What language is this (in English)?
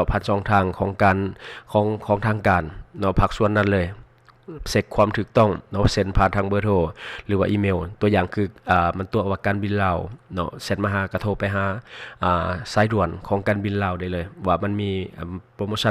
Lao